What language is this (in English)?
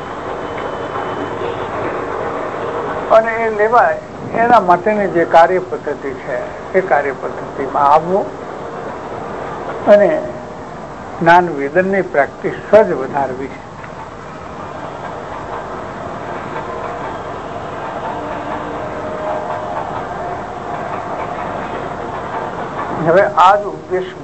Gujarati